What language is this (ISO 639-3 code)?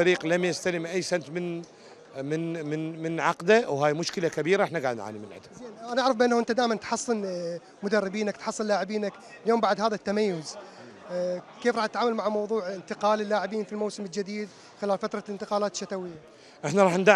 acm